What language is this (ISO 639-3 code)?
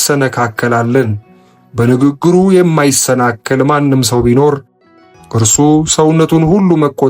amh